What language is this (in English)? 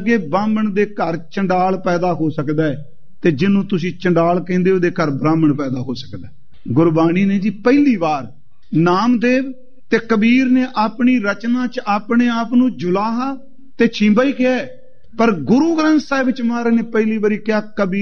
Punjabi